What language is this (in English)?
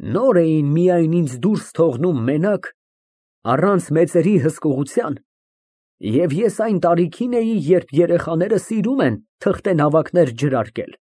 Armenian